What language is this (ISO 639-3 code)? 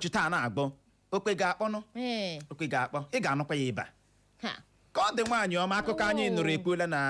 ibo